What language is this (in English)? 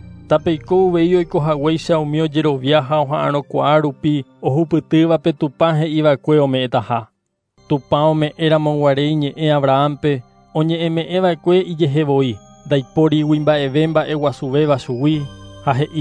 Guarani